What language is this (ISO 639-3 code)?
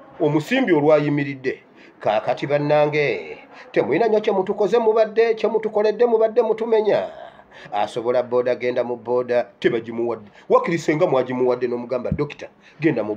lug